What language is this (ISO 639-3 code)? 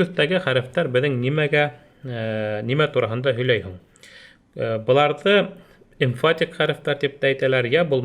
bak